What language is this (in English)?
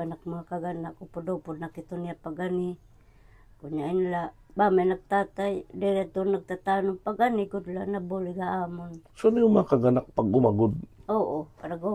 Waray